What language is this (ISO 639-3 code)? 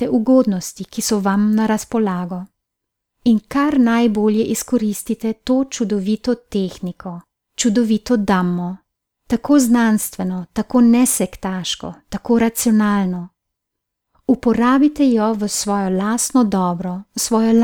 slv